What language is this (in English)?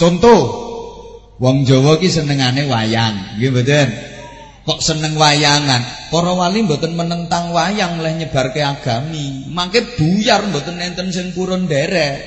Javanese